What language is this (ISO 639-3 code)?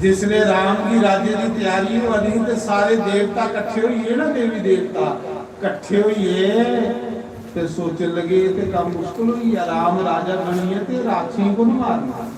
doi